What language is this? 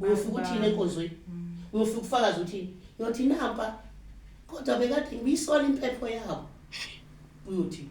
Zulu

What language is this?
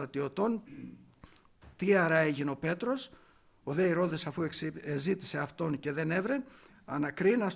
Greek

